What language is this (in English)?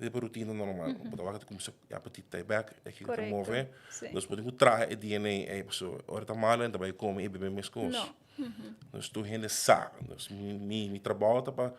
Papiamento